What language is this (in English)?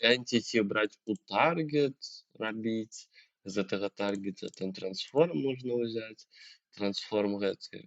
Belarusian